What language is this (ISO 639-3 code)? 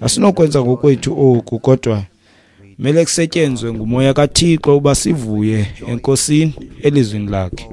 xho